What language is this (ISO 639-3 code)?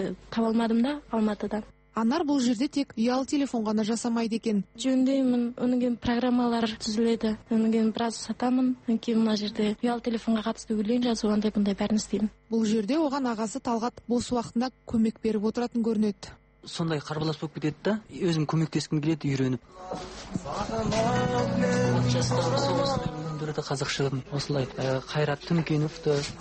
kaz